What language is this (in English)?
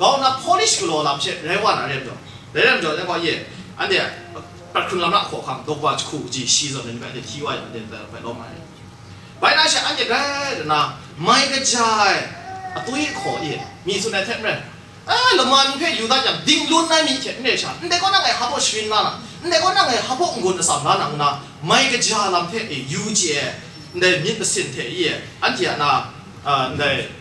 Kachin